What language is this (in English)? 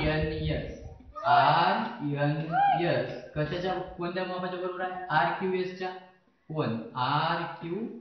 Marathi